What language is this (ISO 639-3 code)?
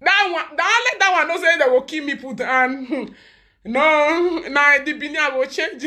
pcm